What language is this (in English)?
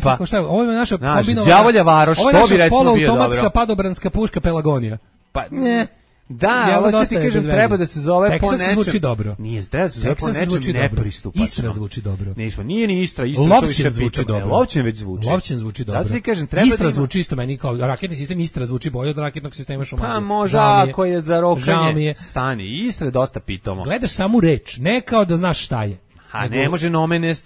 Serbian